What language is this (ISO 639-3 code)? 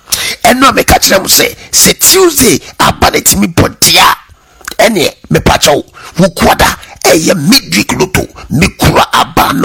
aka